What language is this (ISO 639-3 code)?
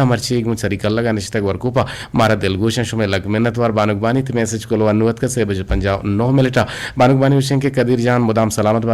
bgp